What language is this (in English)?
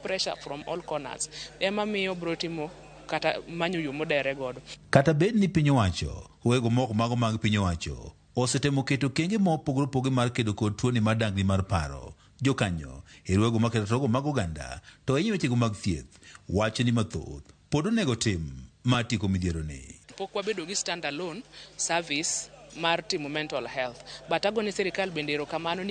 Luo (Kenya and Tanzania)